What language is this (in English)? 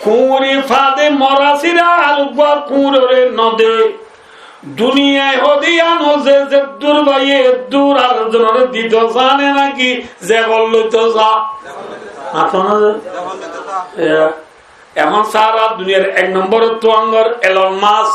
Rohingya